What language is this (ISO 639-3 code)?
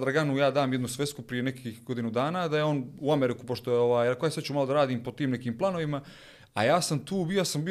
bos